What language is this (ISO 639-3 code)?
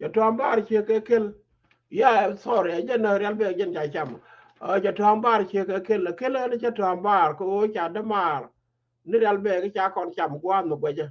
nus